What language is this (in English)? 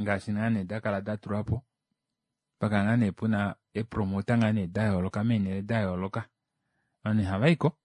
Kuanyama